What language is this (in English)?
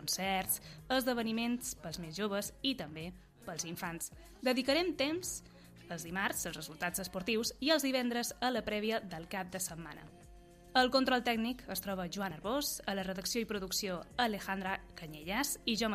Catalan